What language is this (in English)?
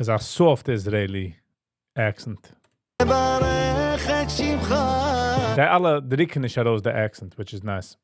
Yiddish